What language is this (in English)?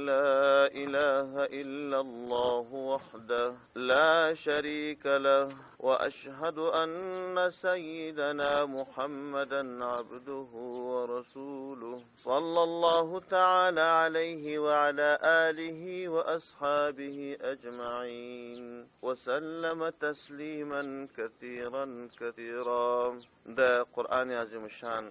Pashto